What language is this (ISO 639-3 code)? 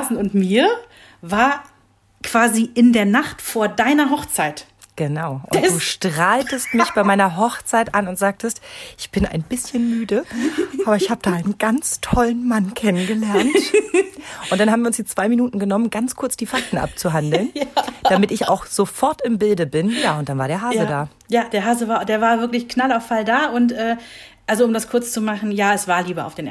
deu